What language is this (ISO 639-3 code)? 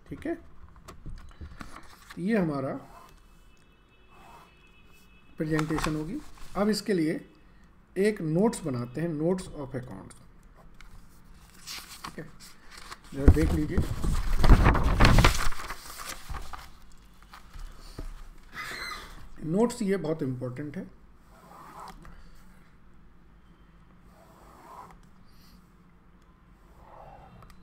hin